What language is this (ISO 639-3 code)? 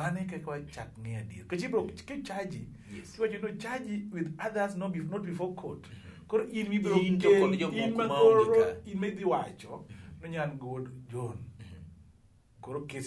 luo